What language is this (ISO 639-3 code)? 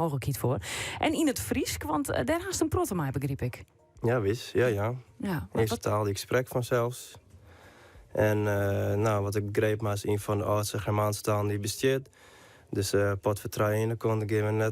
fry